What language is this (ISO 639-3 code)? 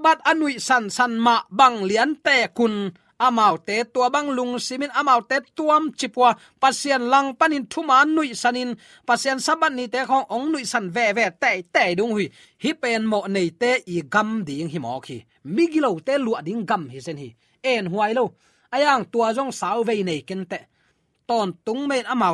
ctd